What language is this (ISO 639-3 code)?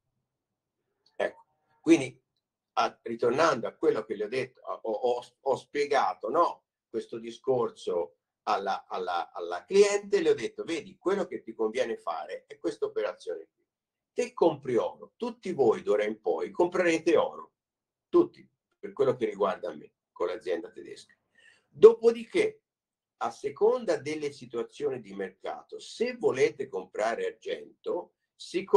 ita